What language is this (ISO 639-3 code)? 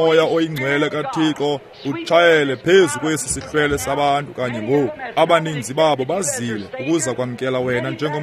xho